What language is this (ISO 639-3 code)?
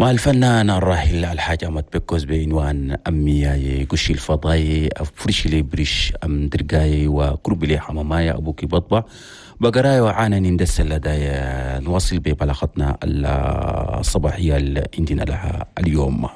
shu